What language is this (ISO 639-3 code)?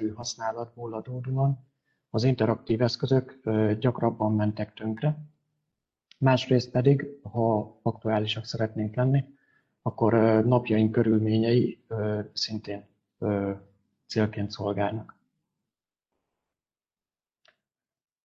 hun